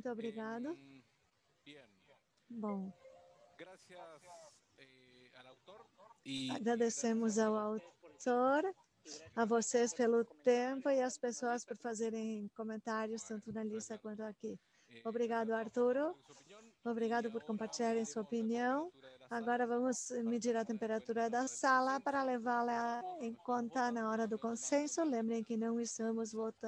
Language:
Portuguese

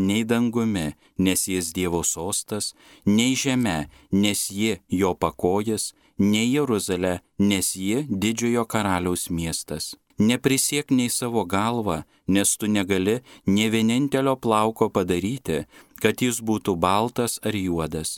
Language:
Lithuanian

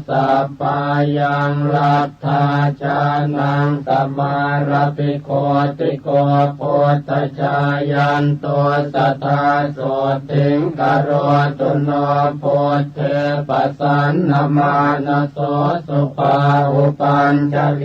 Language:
Pali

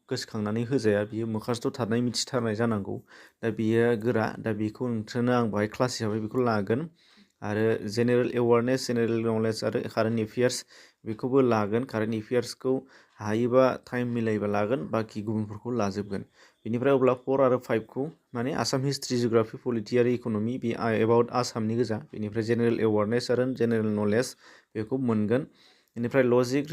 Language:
Bodo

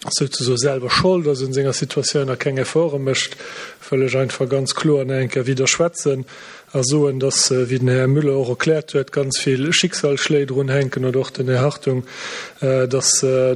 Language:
Luxembourgish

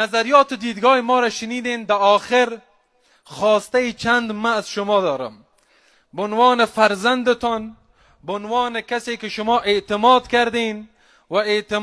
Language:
Persian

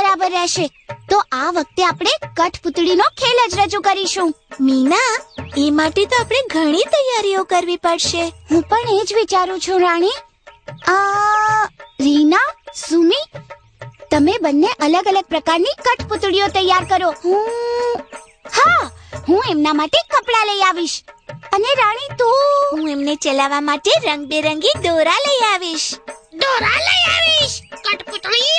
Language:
Gujarati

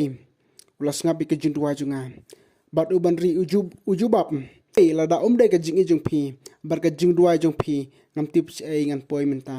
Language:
Khasi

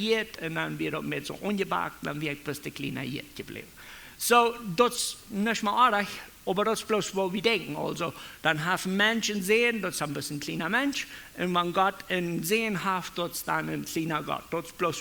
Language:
Plautdietsch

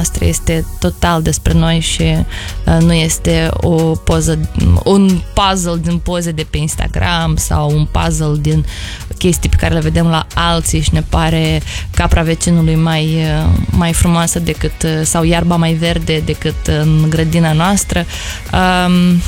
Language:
Romanian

